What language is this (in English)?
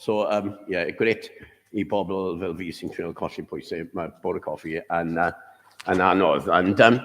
Welsh